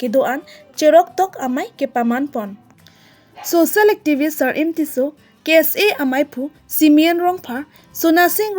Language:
Karbi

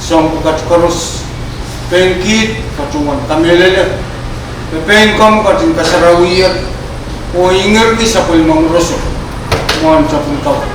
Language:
Pohnpeian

